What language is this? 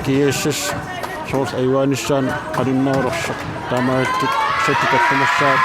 Kalaallisut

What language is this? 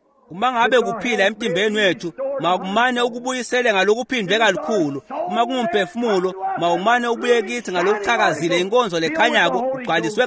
Swati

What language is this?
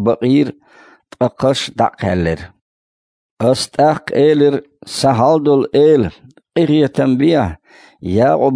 Chechen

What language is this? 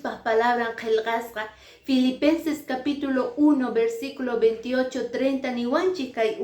Quechua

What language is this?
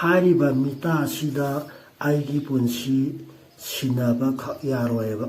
Manipuri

